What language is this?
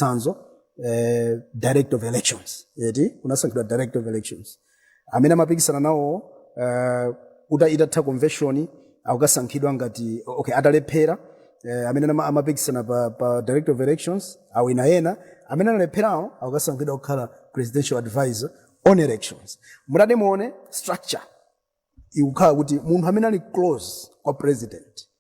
Nyanja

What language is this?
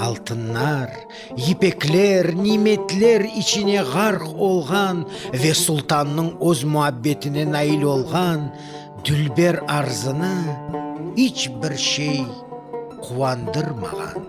Crimean Tatar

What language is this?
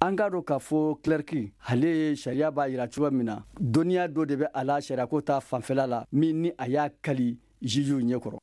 Bambara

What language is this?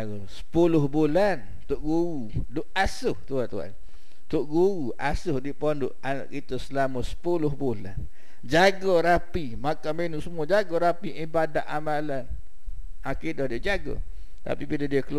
Malay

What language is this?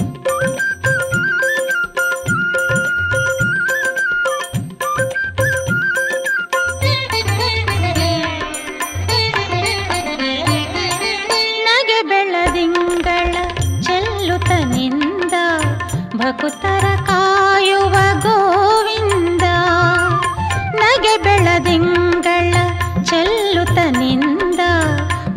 Kannada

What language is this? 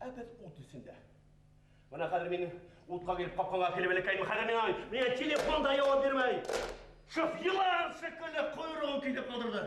Bashkir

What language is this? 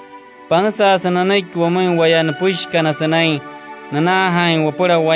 Wayuu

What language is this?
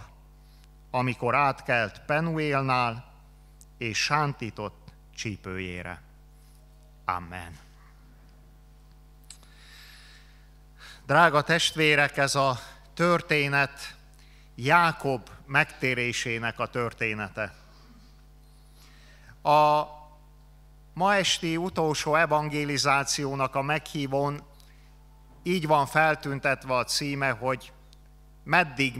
Hungarian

